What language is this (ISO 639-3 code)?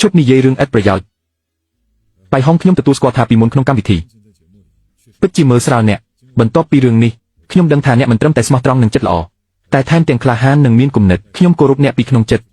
khm